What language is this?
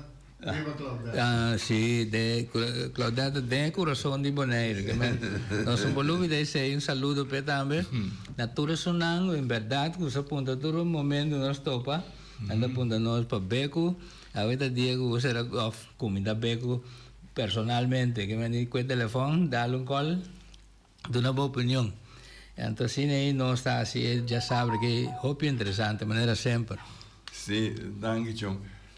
Papiamento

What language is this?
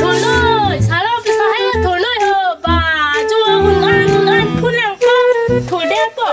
Karbi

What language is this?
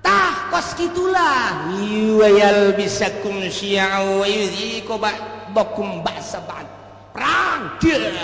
Sundanese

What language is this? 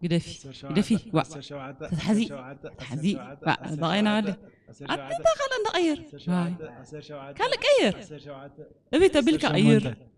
Tigrinya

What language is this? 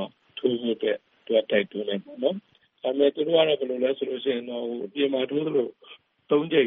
Burmese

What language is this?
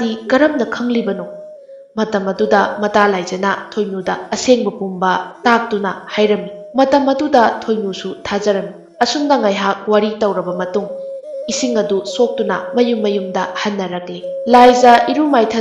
Manipuri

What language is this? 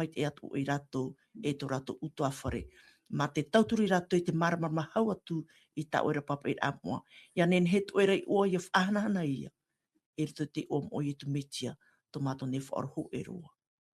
Tahitian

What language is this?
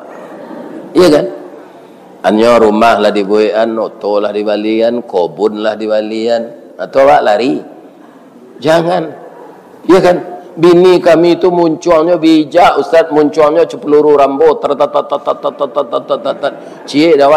Minangkabau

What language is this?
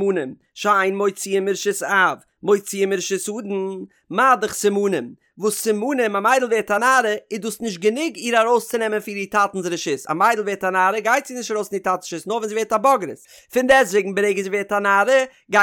Yiddish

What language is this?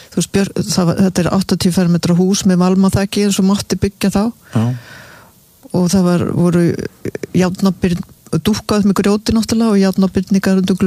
Icelandic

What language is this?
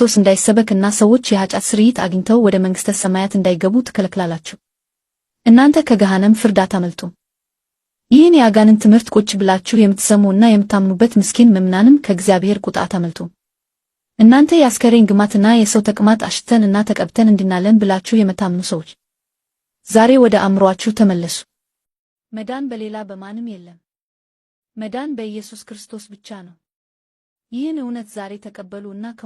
Amharic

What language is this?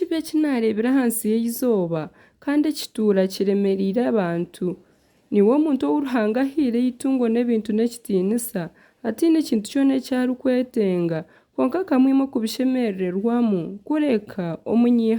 Nyankole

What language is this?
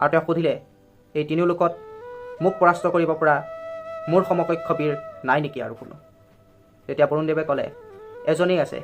Assamese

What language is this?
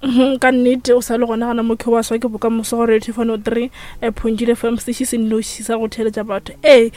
Northern Sotho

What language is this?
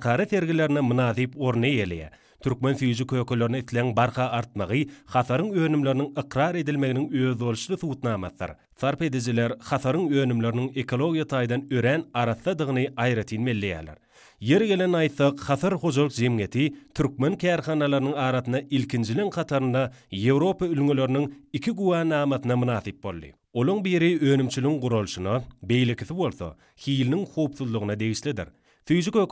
Turkmen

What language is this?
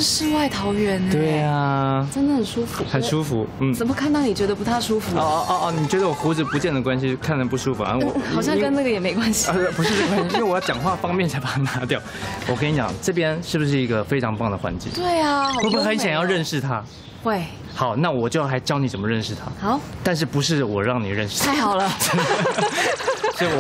Chinese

